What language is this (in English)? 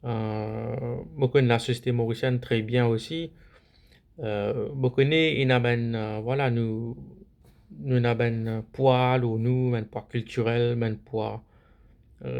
Morisyen